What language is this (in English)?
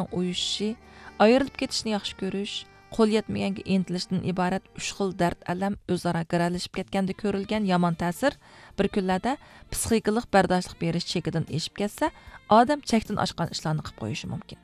Uyghur